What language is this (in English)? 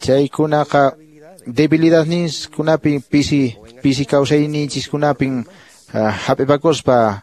Quechua